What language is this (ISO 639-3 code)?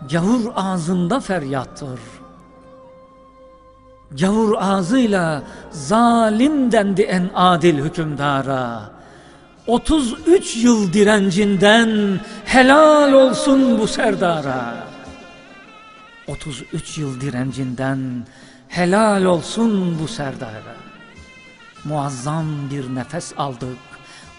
tur